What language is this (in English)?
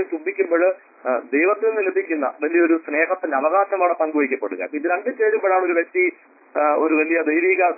Malayalam